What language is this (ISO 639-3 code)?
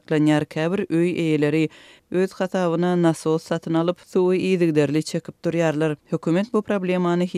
tuk